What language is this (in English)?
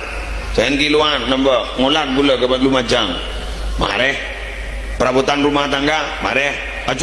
Madurese